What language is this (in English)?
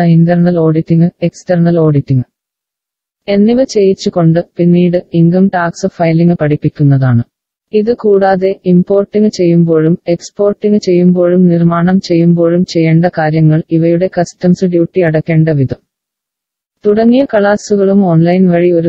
Malayalam